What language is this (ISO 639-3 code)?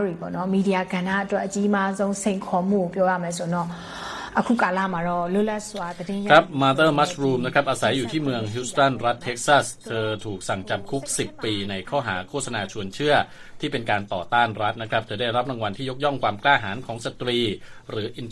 tha